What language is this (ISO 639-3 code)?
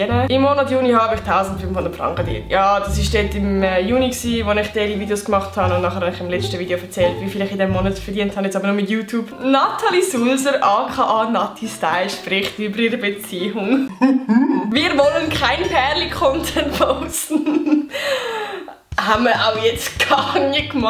gsw